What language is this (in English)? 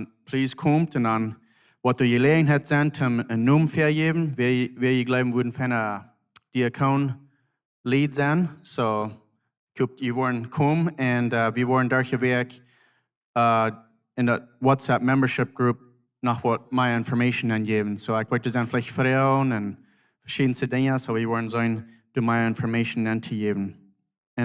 Plautdietsch